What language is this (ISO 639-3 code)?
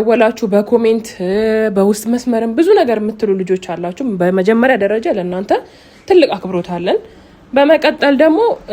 amh